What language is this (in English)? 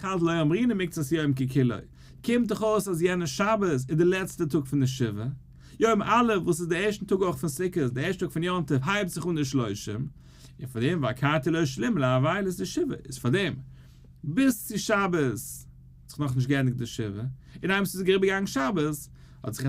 Yiddish